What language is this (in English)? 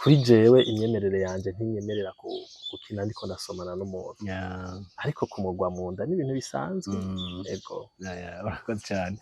Rundi